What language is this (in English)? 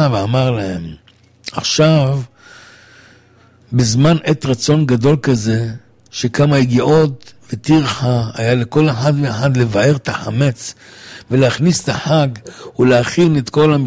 Hebrew